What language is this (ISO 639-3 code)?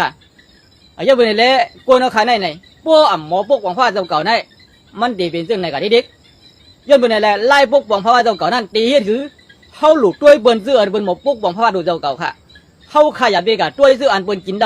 shn